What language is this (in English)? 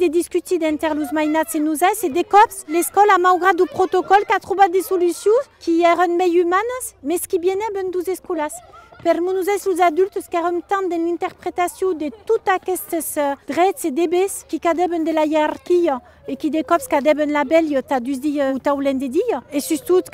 Occitan